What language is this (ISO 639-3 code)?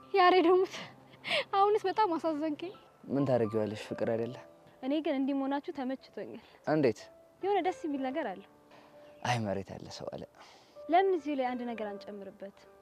amh